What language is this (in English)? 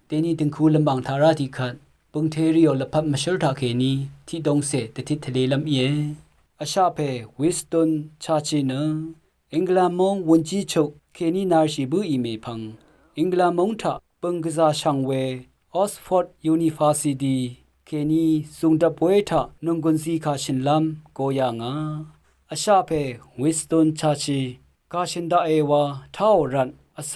Rawang